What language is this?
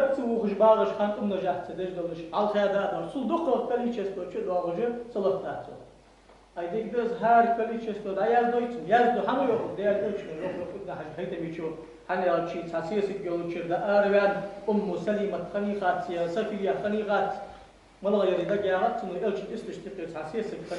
Ingush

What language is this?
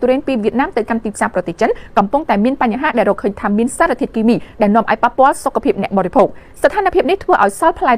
Khmer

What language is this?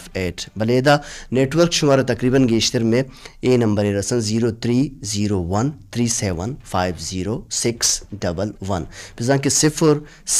Baluchi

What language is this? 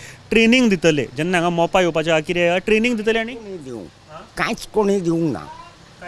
Konkani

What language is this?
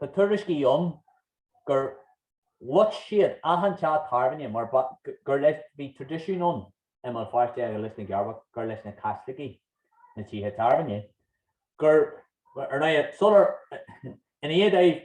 Irish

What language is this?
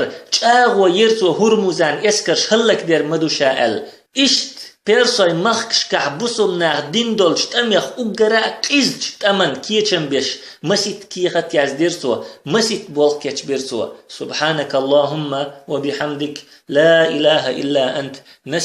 Chechen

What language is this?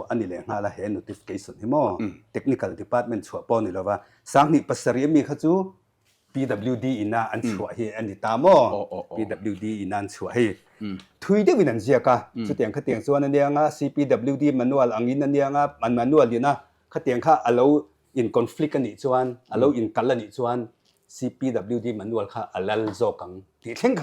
Mizo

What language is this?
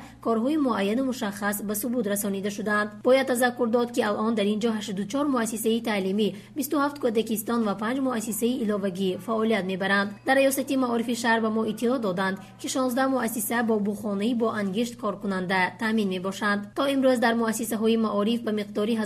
Tajik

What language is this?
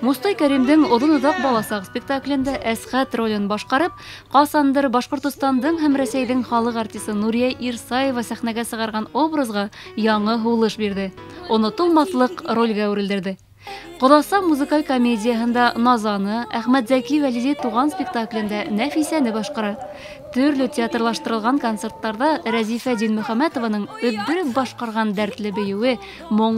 Bashkir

